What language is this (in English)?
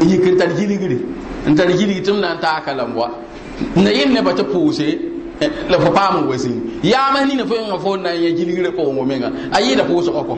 Mossi